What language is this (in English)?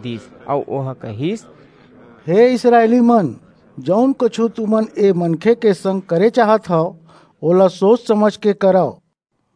Chhattisgarhi